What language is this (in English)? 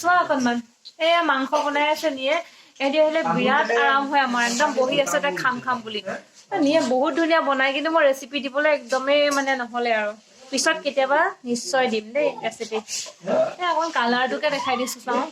Assamese